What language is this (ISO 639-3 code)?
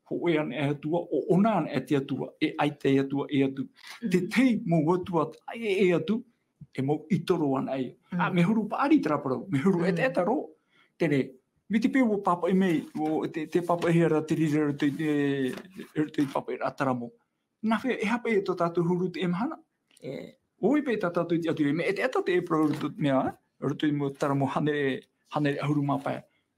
tah